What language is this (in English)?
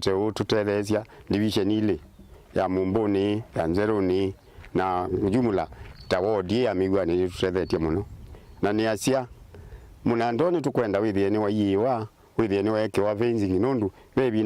Kamba